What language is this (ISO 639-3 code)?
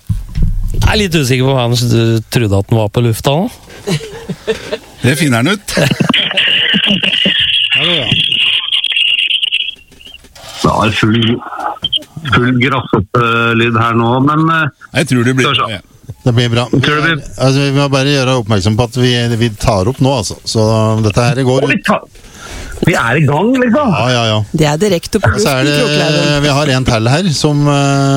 nor